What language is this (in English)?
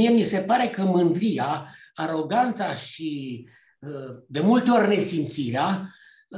Romanian